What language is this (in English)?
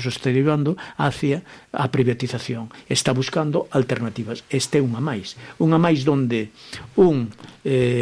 Galician